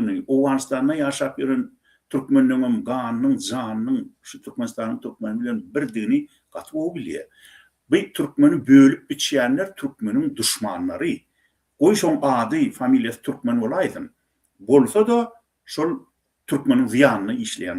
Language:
Turkmen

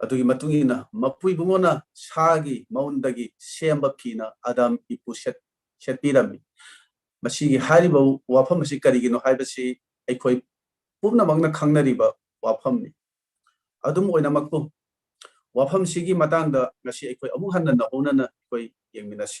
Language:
Manipuri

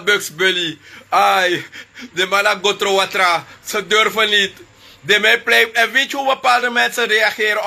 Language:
Sranan Tongo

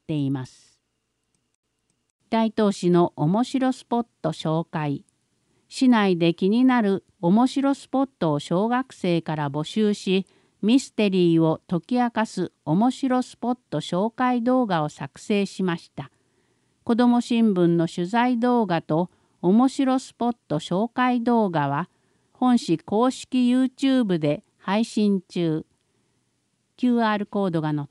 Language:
Japanese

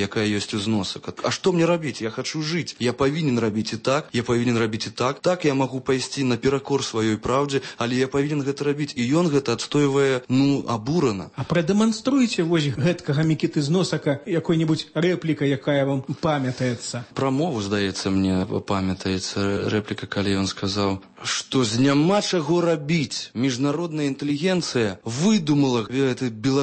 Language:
Belarusian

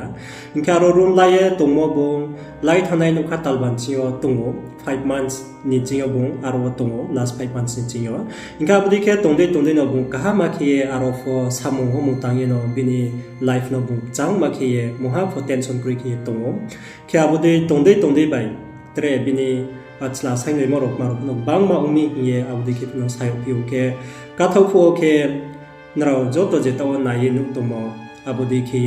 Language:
Riang (India)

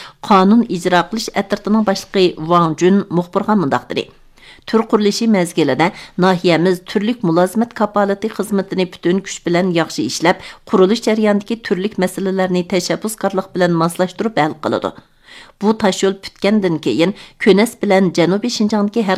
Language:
Uyghur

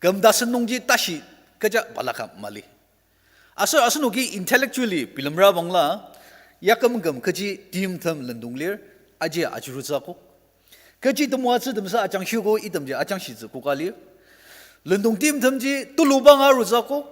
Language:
Ao Naga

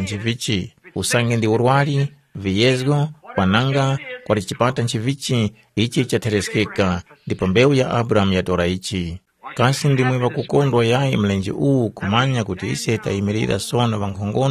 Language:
Tumbuka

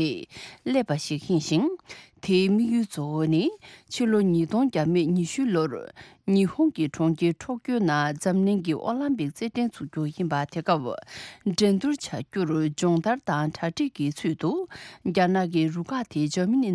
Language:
Tibetan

